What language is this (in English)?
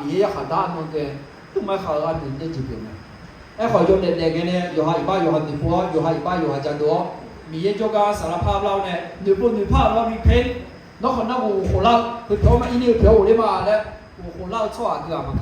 Akha